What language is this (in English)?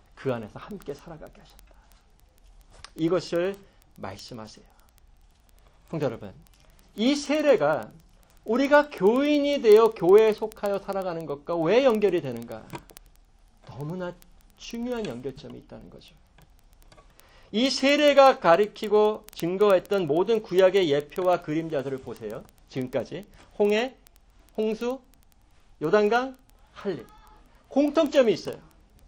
Korean